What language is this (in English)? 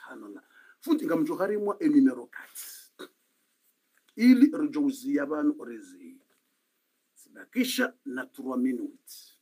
Swahili